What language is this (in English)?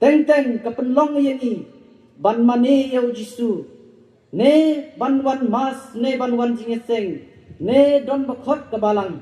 Khasi